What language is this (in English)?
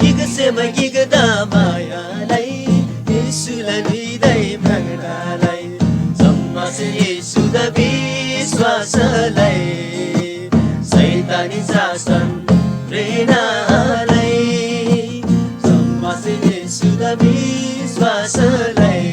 Eastern Tamang